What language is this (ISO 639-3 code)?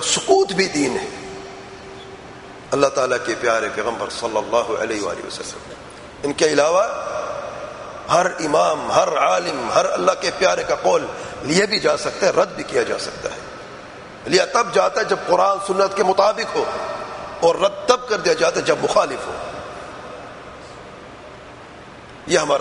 urd